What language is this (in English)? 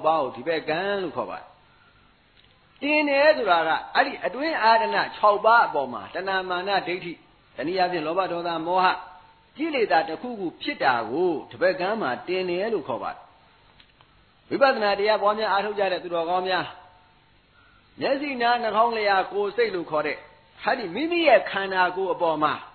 Burmese